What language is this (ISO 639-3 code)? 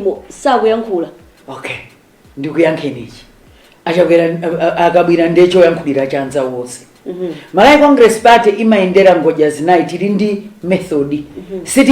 nya